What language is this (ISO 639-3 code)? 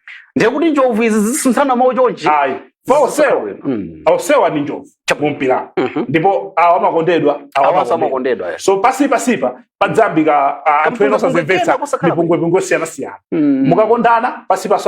nya